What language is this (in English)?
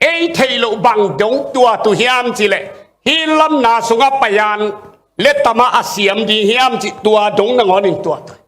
Tedim Chin